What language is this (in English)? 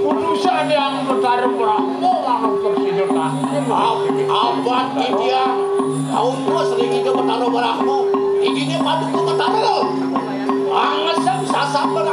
Balinese